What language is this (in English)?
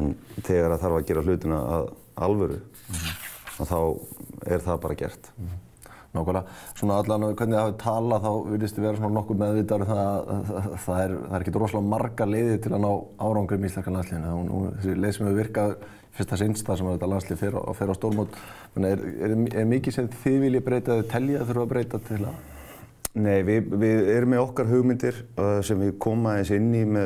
Icelandic